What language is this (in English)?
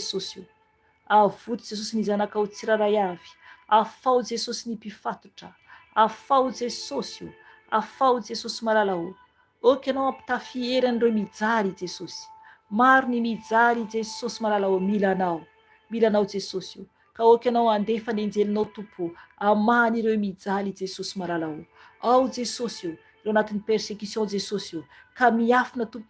Malagasy